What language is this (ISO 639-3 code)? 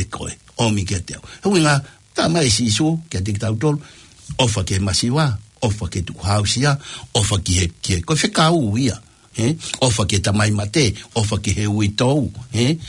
ton